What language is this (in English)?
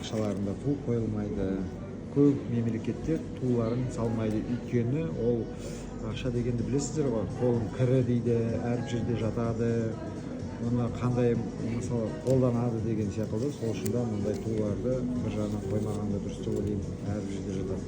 Kazakh